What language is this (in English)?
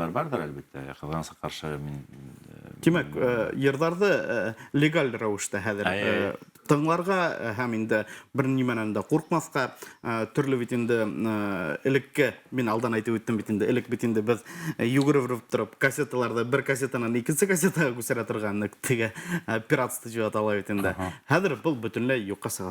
Bashkir